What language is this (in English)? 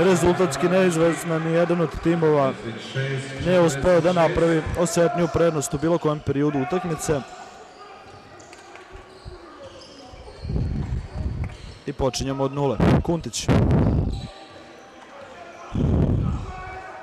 Serbian